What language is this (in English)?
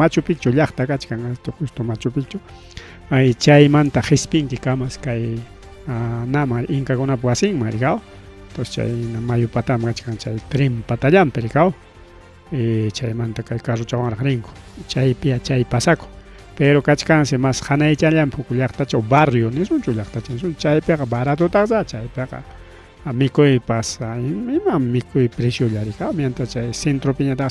Ayacucho Quechua